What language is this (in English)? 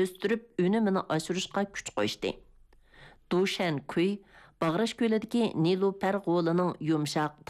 Uyghur